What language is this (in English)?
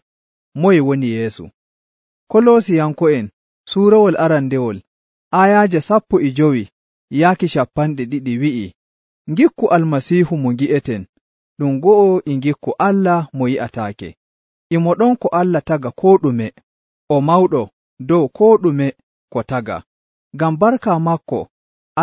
Nigerian Fulfulde